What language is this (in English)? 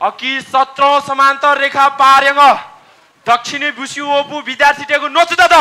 Newari